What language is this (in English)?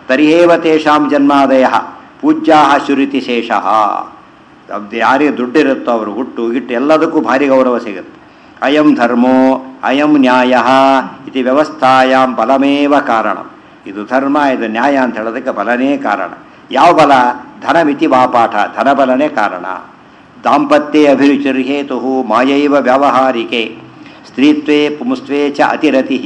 Kannada